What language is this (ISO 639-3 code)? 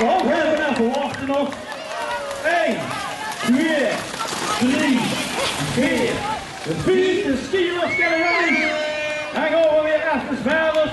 lim